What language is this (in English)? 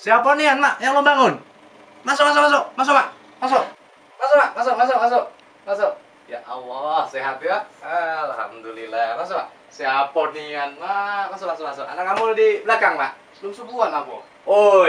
Musi